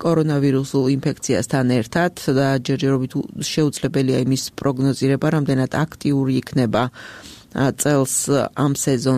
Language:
Georgian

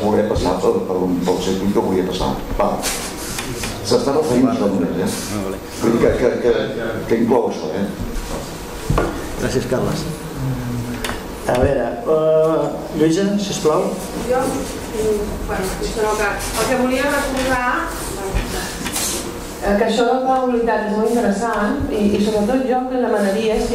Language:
Catalan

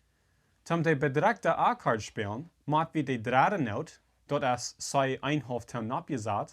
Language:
Plautdietsch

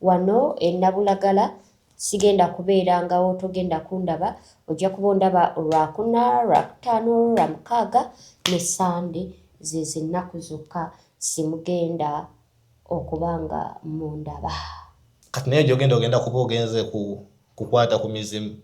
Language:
Ganda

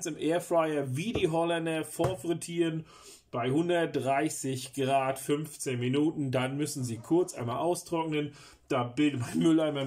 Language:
German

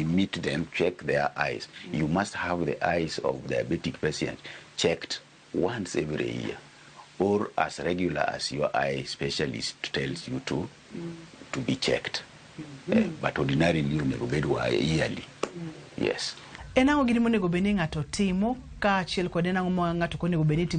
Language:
Luo (Kenya and Tanzania)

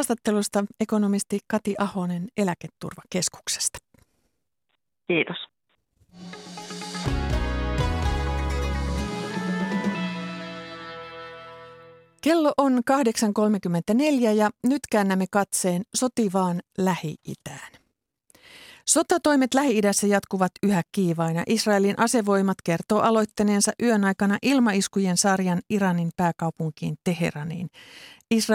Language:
Finnish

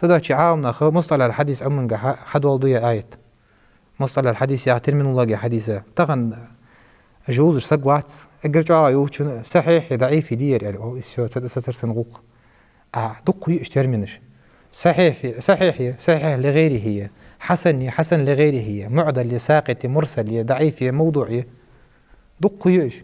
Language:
Ingush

